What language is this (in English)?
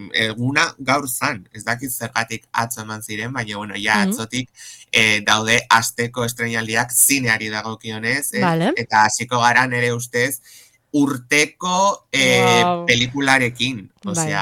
Basque